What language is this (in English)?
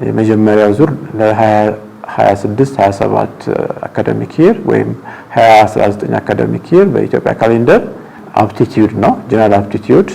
Amharic